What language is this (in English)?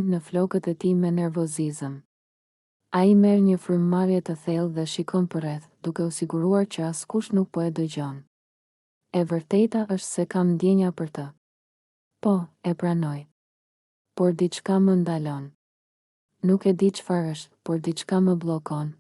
Albanian